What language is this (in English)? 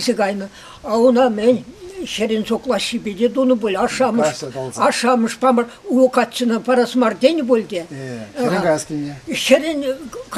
Chuvash